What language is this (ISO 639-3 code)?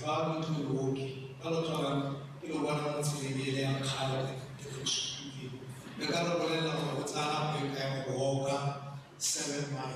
tsn